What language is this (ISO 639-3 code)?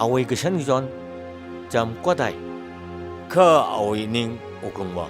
nmf